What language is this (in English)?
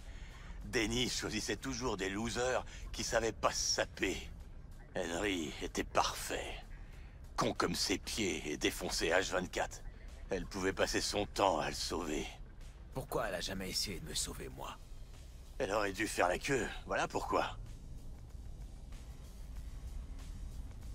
French